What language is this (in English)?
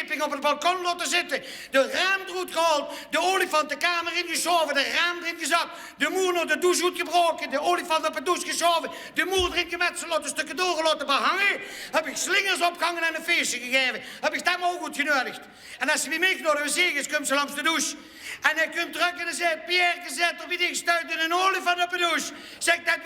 Limburgish